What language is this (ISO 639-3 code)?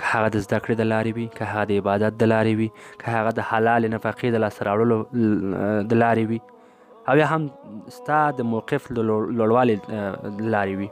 pus